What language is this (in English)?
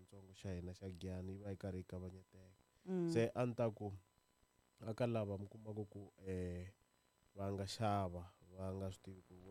Tsonga